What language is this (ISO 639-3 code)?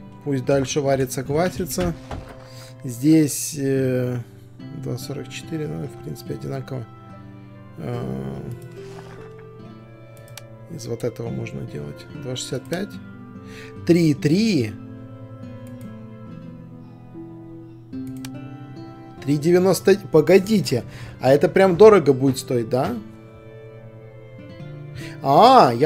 rus